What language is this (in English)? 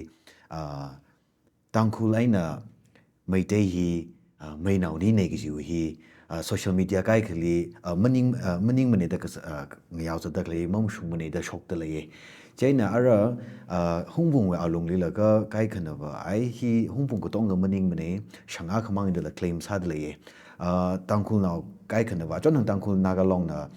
Tangkhul Naga (India)